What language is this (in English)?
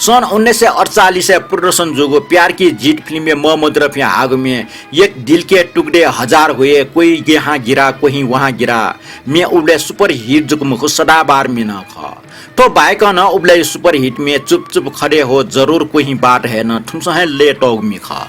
Newari